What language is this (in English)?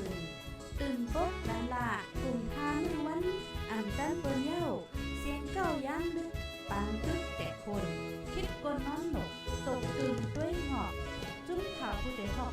Shan